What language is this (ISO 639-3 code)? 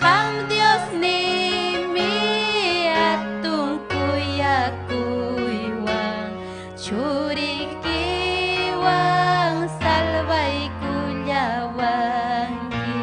quy